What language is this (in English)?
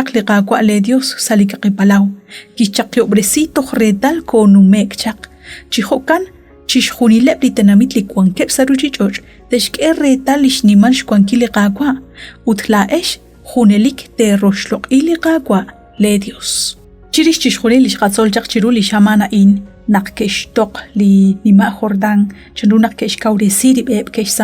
Kekchí